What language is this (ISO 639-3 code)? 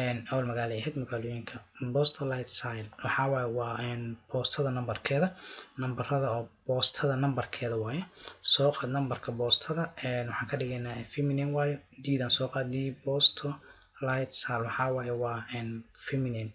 som